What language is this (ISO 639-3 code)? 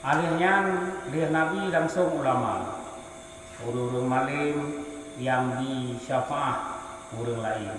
ace